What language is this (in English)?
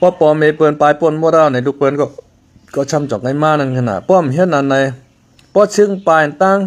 Shan